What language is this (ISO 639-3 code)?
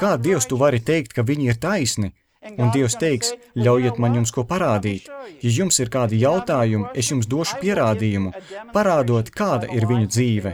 lav